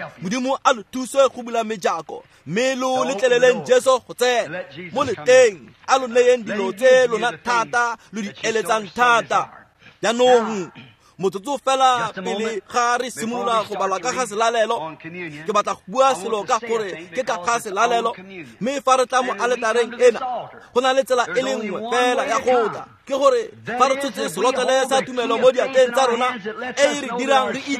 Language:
Tswana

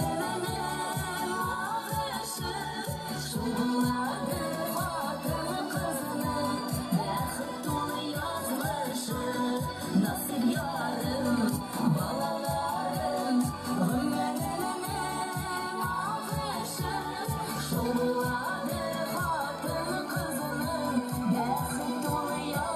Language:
Bashkir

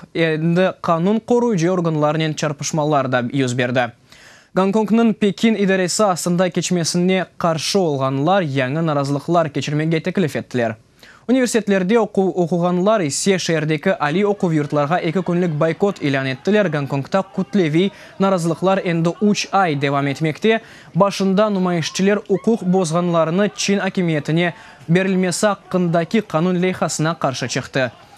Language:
Crimean Tatar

